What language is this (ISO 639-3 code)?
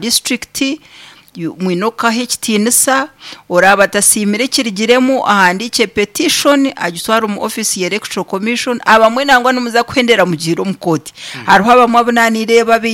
nyn